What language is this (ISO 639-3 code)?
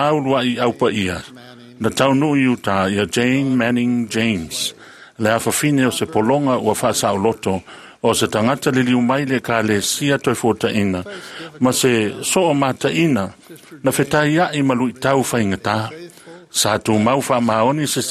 smo